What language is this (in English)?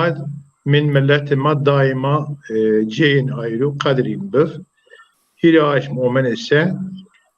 Zaza